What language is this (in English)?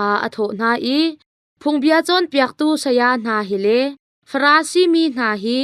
Hakha Chin